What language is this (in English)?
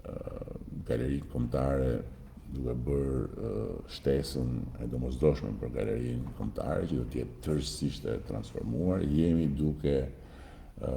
Albanian